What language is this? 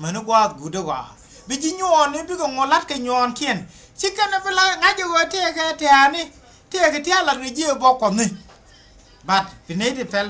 Nuer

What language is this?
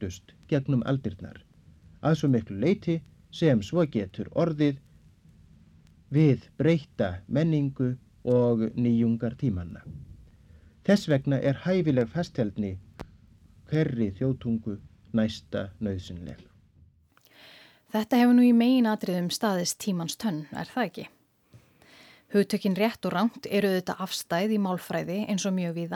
Icelandic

